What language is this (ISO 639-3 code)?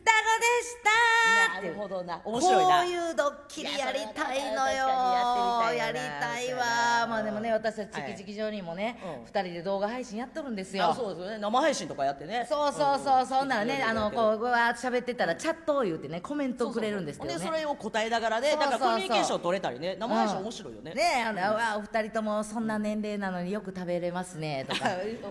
jpn